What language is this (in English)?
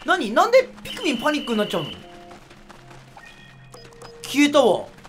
Japanese